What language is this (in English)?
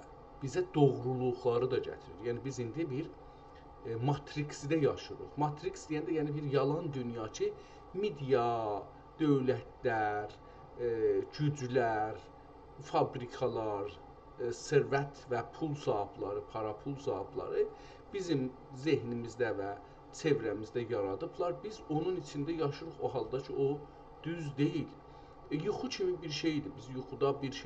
South Azerbaijani